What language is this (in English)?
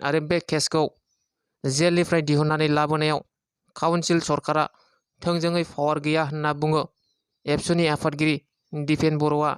Bodo